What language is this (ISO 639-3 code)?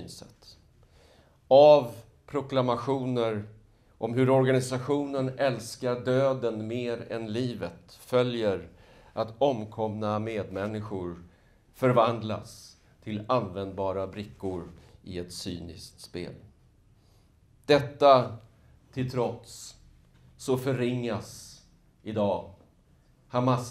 swe